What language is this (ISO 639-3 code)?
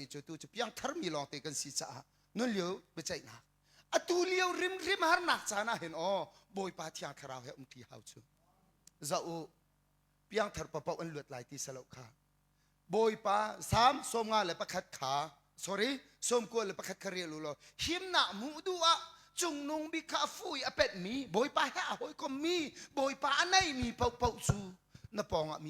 cnh